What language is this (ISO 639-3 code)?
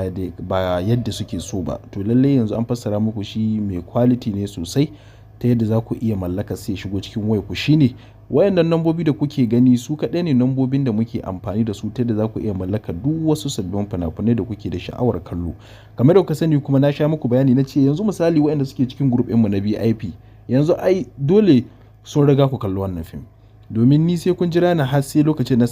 hau